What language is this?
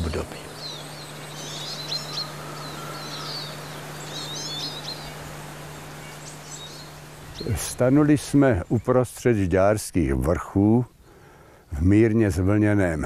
Czech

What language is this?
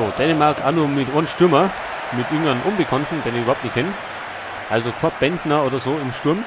Bavarian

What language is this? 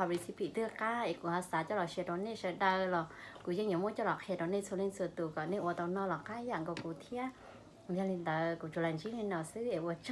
Hmong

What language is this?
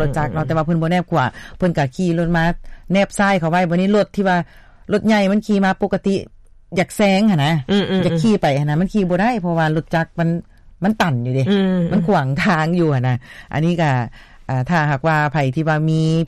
Lao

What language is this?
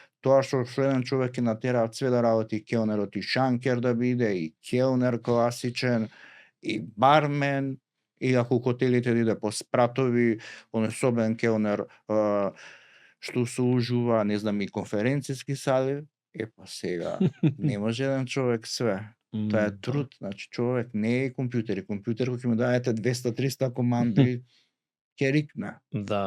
Macedonian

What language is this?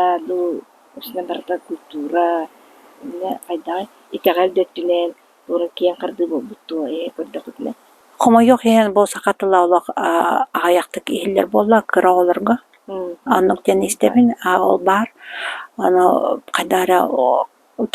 Yakut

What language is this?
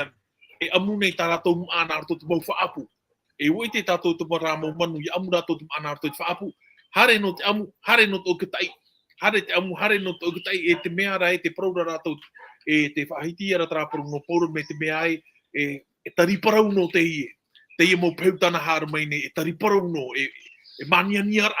Tahitian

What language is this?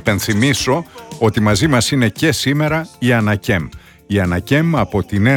Greek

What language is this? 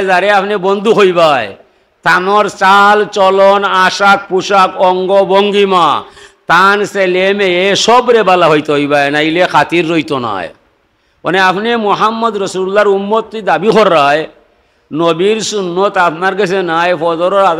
Sylheti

